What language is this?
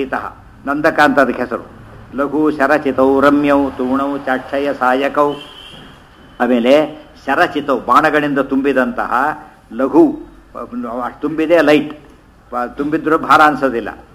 Kannada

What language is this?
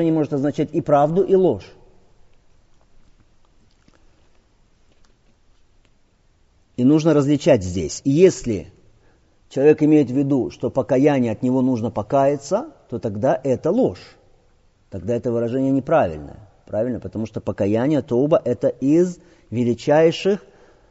Russian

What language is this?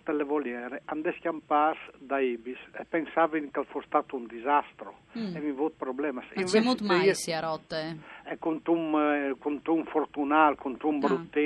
Friulian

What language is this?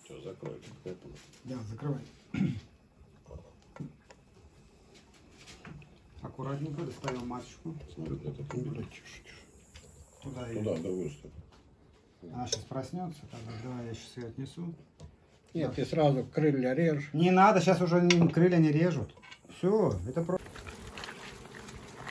Russian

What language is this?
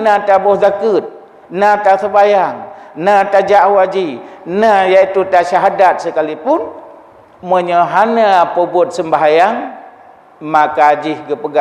Achinese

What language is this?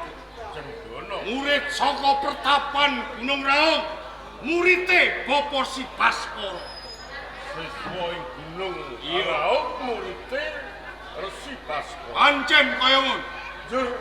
Javanese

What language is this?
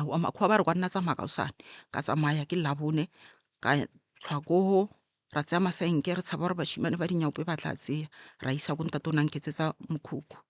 Northern Sotho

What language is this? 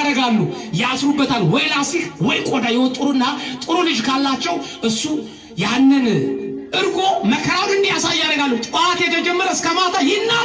Amharic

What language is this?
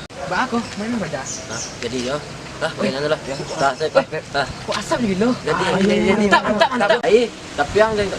Minangkabau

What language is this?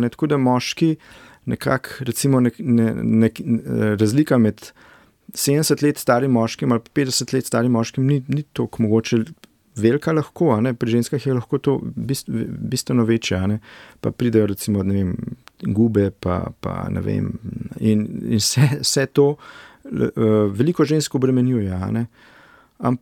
Slovenian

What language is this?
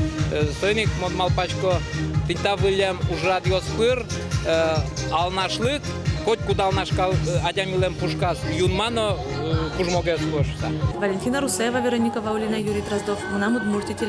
Udmurt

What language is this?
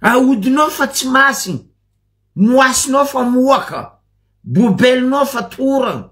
Malagasy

